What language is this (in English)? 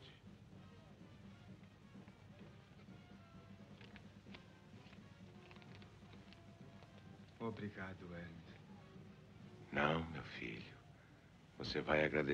Portuguese